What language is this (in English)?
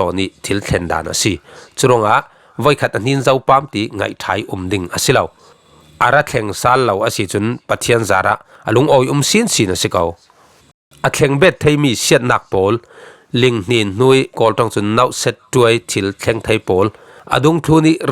Falam Chin